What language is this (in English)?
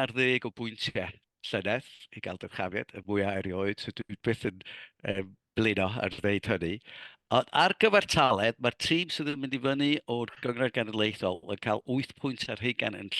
Welsh